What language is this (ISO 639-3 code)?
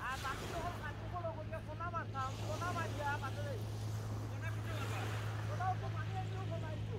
syl